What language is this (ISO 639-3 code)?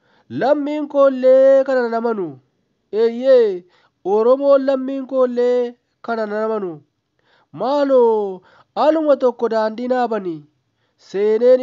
orm